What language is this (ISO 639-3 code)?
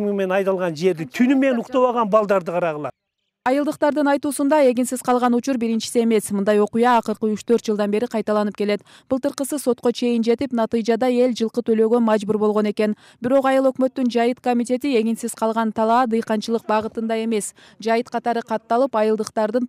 kir